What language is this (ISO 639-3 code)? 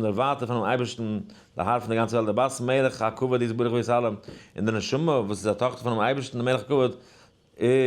yid